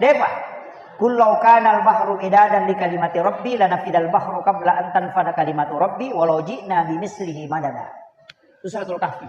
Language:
Buginese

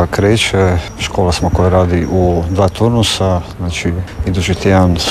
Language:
Croatian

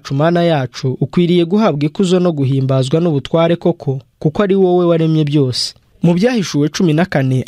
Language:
Kinyarwanda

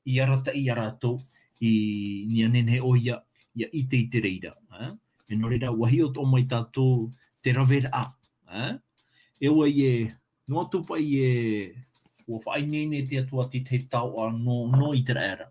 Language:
Tahitian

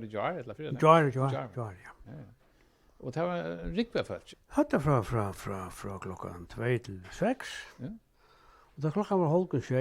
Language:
Faroese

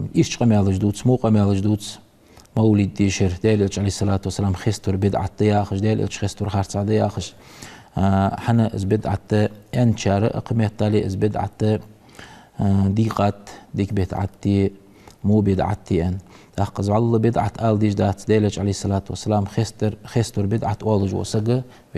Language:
Ingush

